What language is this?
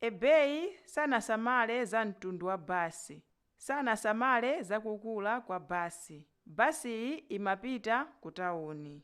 Nyanja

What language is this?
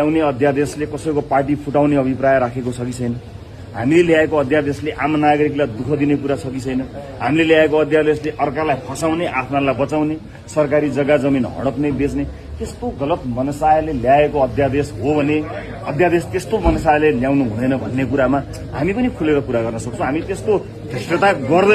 Nepali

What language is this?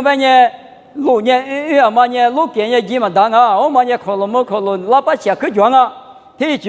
Lisu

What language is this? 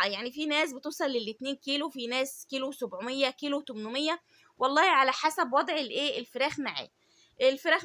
Egyptian Arabic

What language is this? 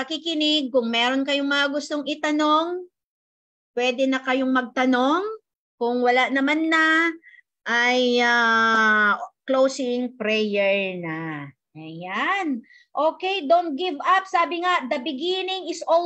Filipino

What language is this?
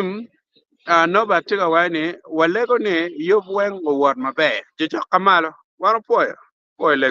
Acoli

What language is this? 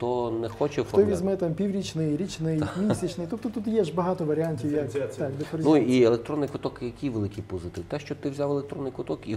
Ukrainian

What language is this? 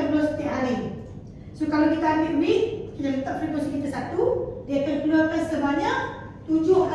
Malay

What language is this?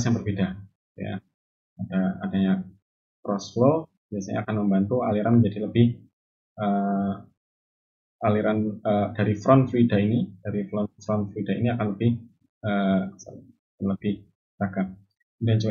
Indonesian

